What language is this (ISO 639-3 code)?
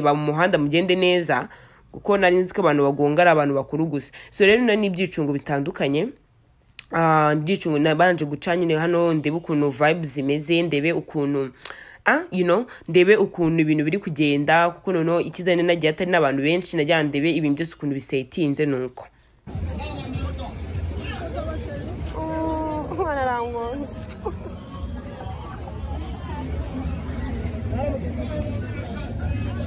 kin